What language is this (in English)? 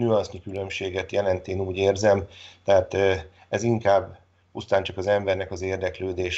Hungarian